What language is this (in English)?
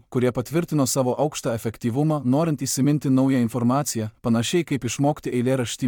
Lithuanian